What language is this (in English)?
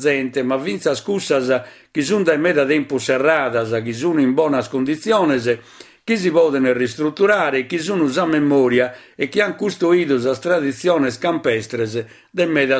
Sardinian